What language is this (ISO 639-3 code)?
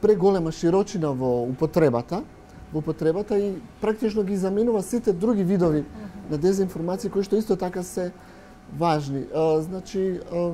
mkd